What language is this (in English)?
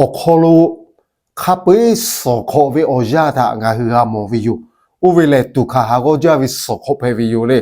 Lahu